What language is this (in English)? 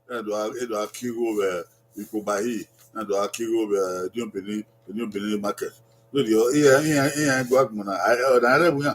Bini